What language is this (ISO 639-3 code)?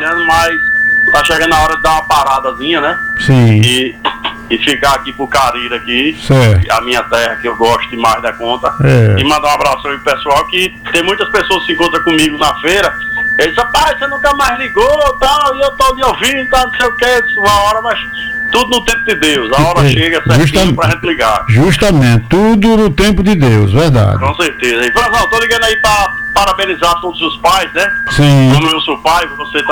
por